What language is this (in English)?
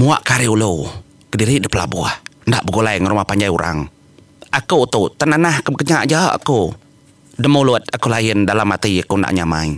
Iban